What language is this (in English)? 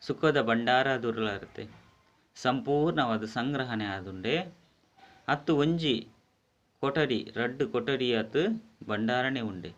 Tulu